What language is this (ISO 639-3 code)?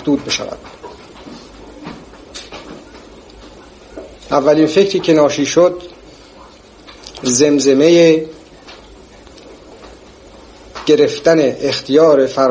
fas